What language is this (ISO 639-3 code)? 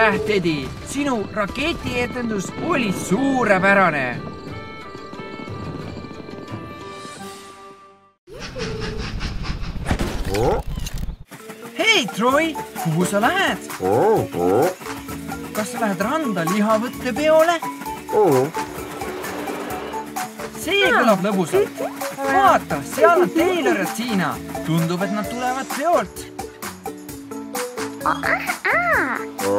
est